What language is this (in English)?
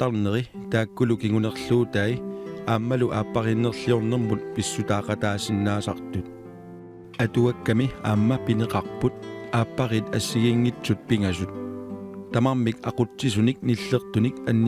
Kalaallisut